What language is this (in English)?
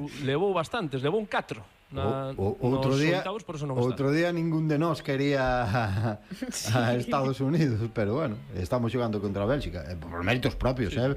Galician